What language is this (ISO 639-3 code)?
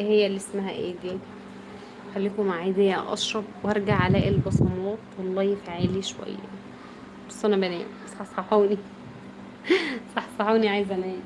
arz